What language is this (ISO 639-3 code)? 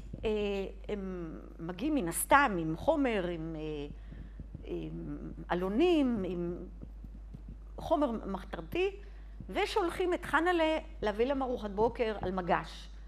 heb